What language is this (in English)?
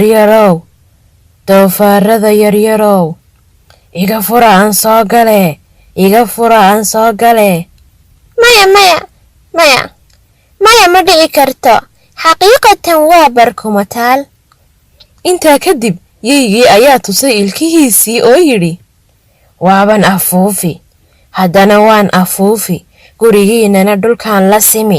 Somali